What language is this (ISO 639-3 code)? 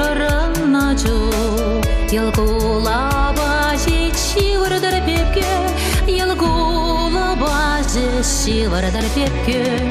chv